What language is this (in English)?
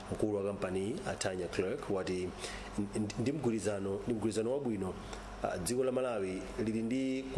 Nyanja